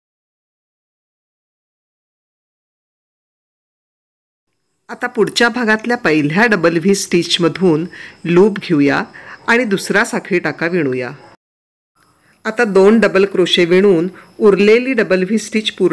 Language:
Marathi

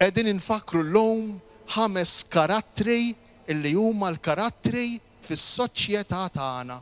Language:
Maltese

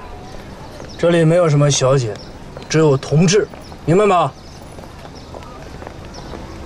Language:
Chinese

